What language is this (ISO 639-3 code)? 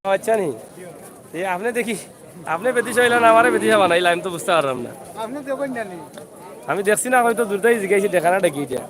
syl